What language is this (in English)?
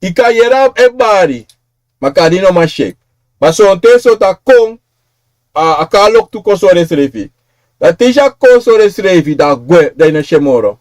Sranan Tongo